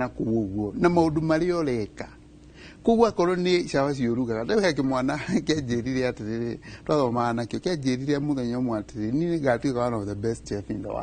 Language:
Kikuyu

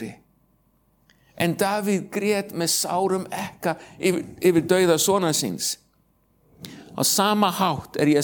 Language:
Icelandic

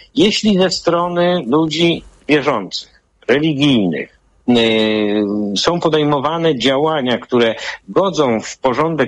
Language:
Polish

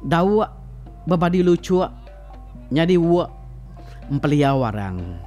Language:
Iban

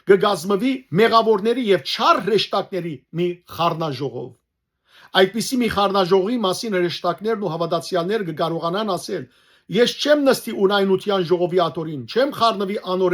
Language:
Western Armenian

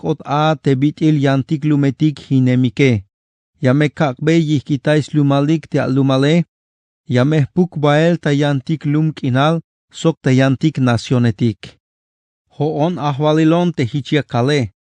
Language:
Tzeltal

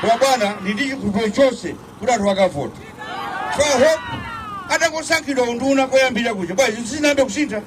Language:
Nyanja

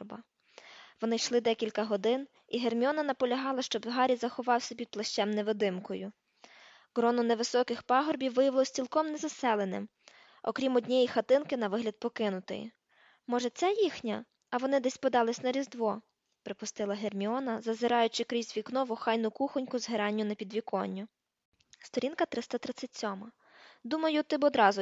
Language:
Ukrainian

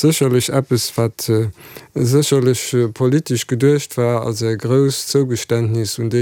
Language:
Luxembourgish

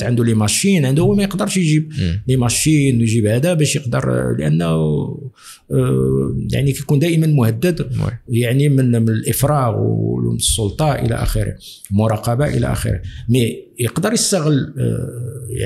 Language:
Moroccan Arabic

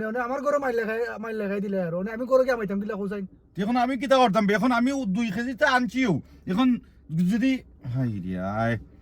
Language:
Sylheti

